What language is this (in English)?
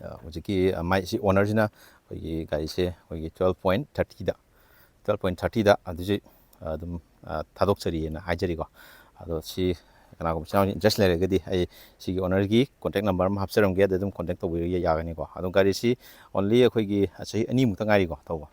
Manipuri